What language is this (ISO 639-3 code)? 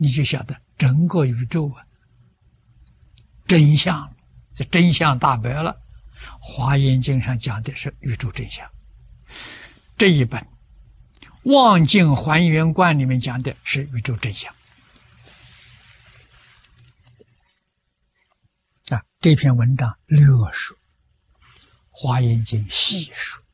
zho